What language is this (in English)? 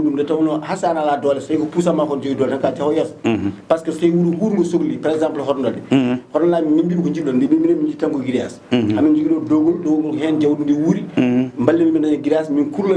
Fula